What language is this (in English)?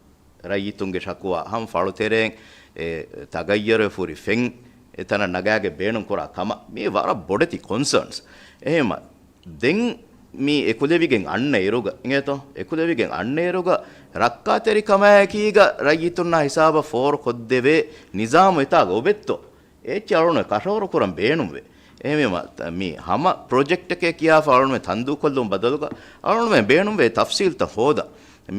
Divehi